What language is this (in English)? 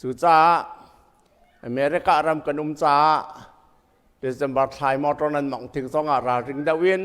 Hakha Chin